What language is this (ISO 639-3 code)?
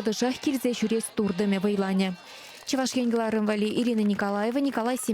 chv